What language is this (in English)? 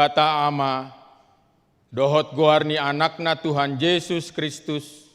Batak Toba